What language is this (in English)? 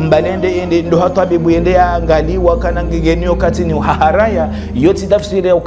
Ngazidja Comorian